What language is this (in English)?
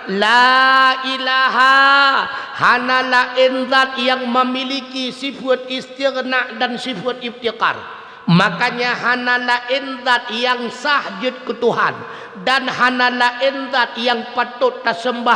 Achinese